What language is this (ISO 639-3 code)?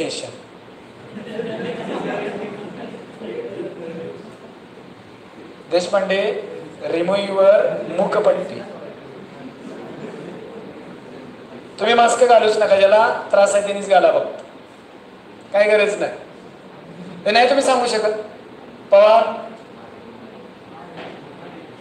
mar